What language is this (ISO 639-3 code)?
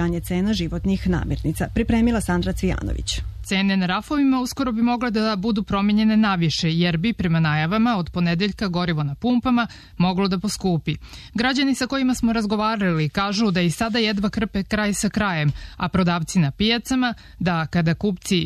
srp